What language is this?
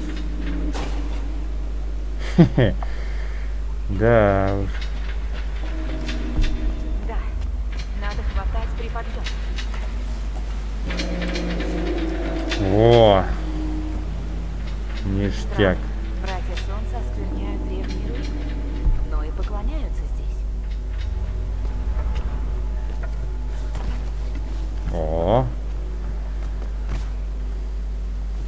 Russian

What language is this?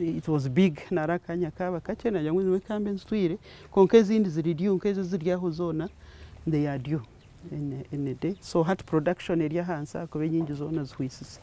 Nyankole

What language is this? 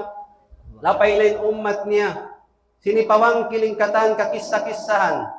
Tausug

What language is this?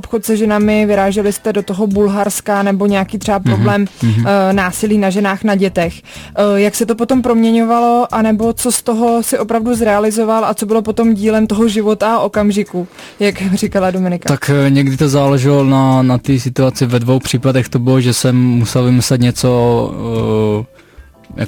Czech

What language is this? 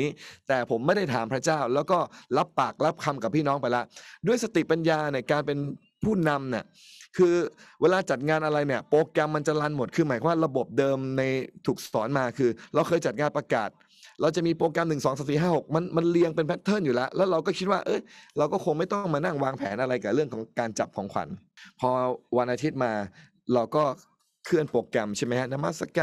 Thai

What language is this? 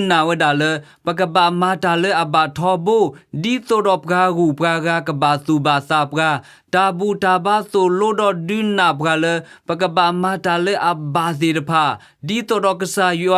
S'gaw Karen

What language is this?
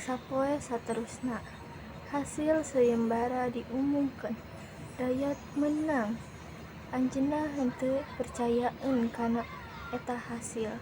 Sundanese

